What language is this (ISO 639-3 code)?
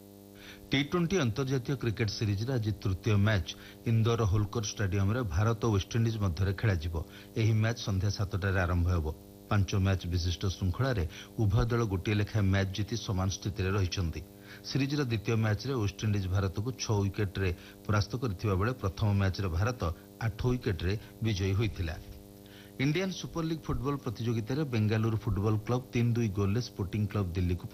ori